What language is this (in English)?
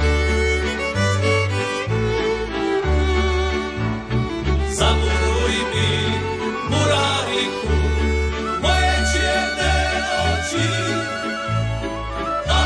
Slovak